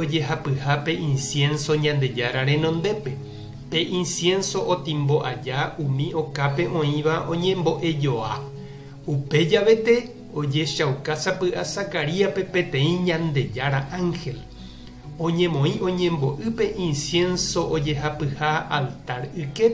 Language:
Guarani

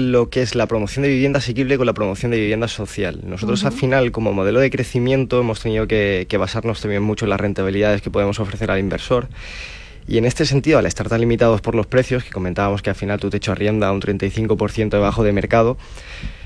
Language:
Spanish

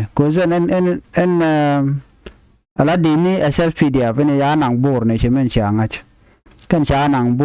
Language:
Nuer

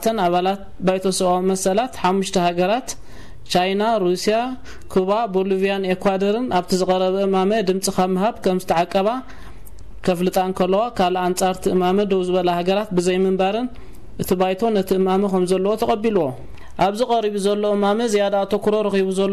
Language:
Tigrinya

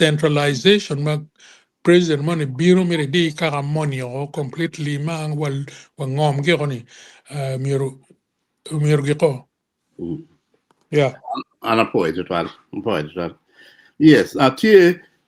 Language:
Acoli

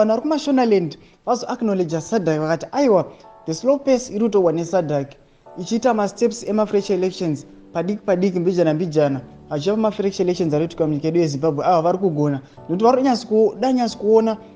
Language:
Shona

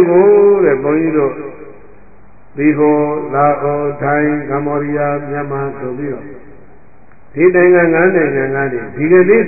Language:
Burmese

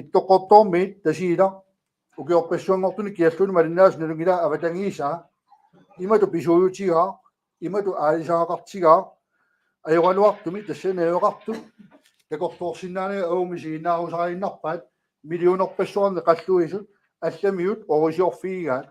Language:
Kalaallisut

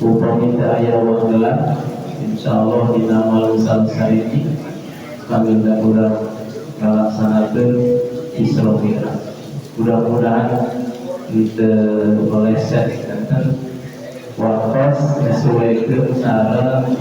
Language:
Sundanese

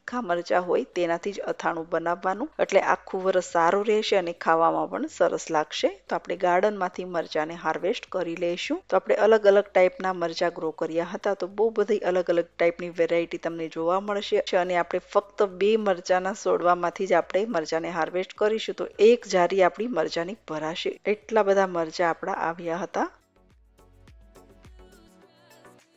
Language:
Gujarati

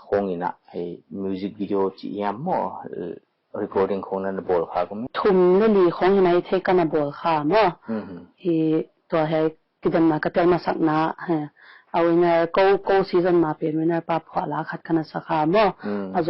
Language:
Paite Chin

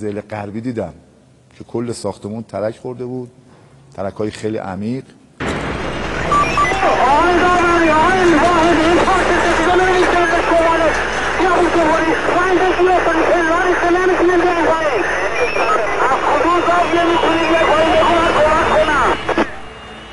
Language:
Persian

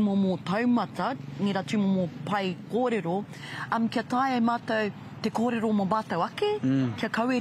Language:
Māori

